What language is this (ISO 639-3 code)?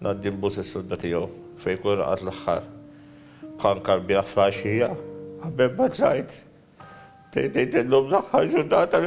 mlt